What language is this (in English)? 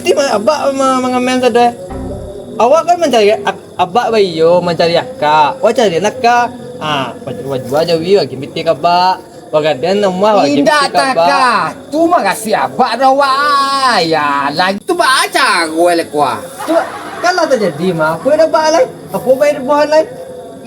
Minangkabau